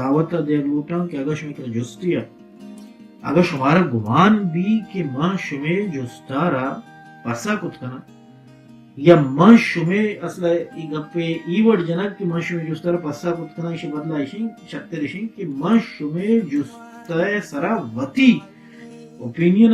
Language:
Baluchi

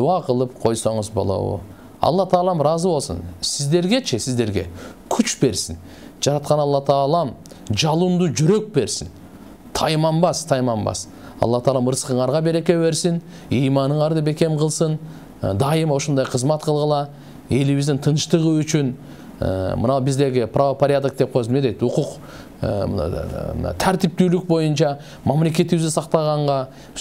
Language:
Kyrgyz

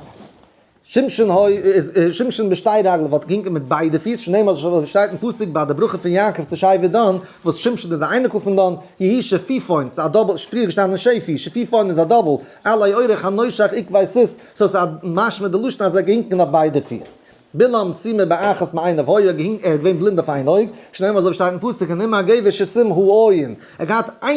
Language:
Yiddish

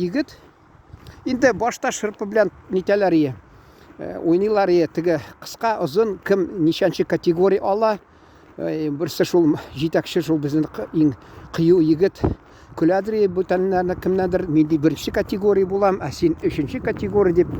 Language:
Tatar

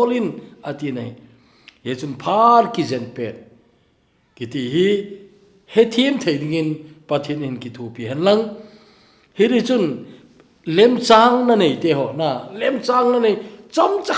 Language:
Thado Chin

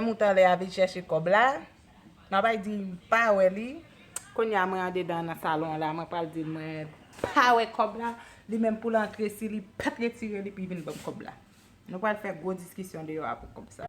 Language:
Haitian Creole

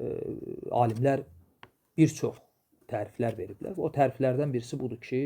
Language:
Azerbaijani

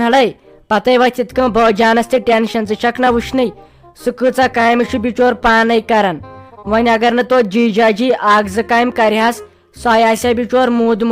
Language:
Kashmiri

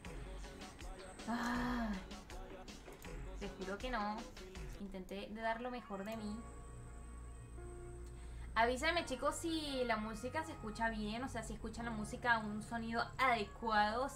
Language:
Spanish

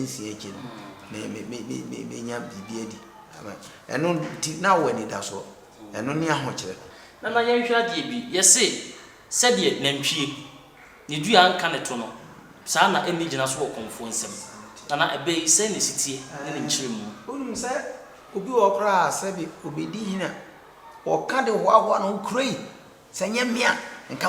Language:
Akan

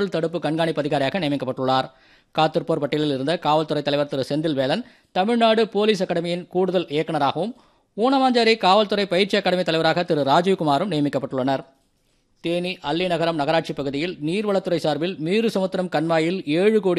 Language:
Tamil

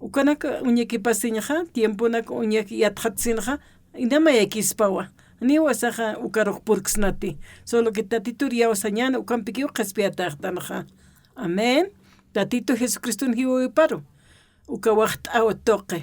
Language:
Aymara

